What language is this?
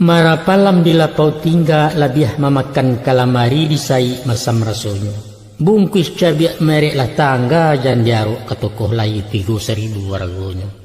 Minangkabau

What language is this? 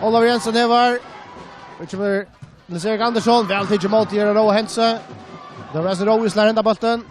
Faroese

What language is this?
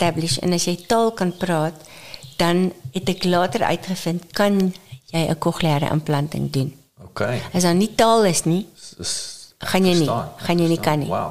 Afrikaans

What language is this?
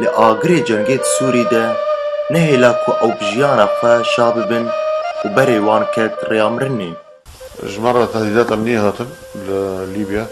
Kurdish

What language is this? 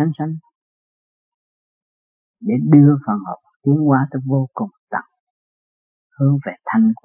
Vietnamese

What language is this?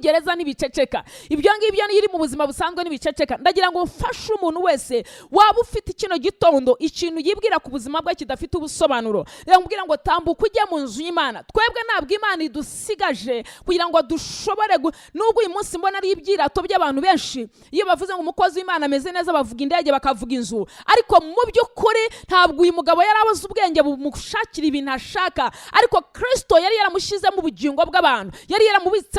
Kinyarwanda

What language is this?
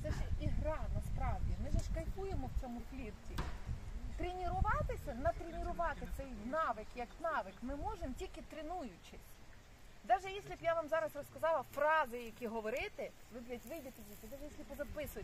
Ukrainian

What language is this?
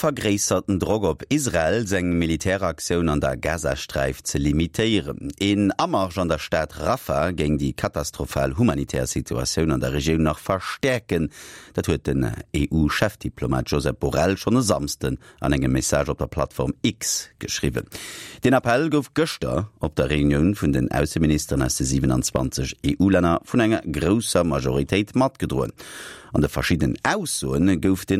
Luxembourgish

